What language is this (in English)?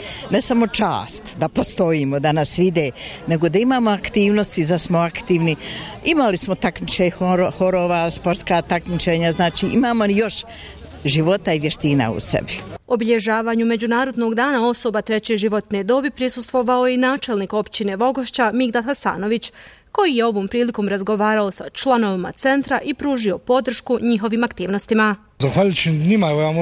Bosnian